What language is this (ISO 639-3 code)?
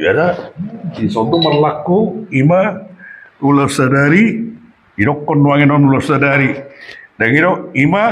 bbc